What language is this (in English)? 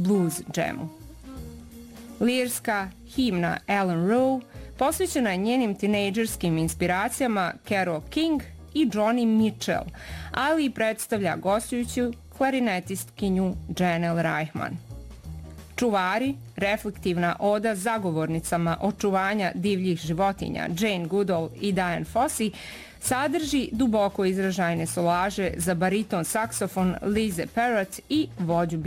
Serbian